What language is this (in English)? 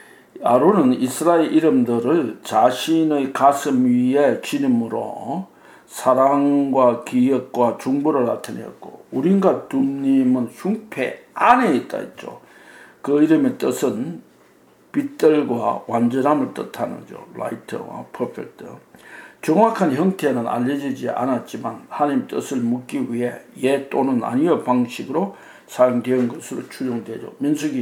Korean